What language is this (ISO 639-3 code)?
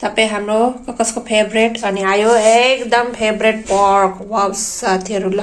nep